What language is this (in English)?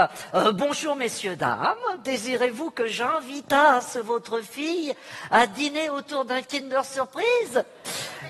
French